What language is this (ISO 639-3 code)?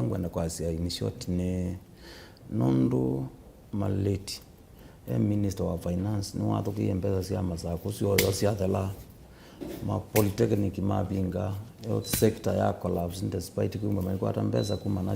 kam